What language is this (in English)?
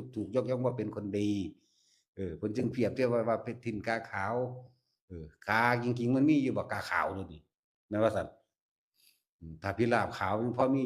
Northeastern Thai